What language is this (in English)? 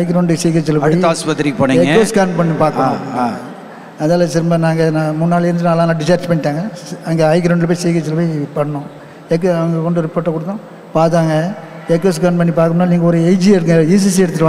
Tamil